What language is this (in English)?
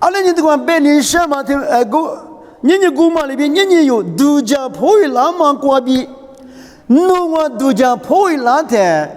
Lisu